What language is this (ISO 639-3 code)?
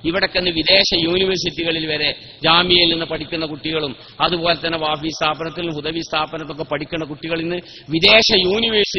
mal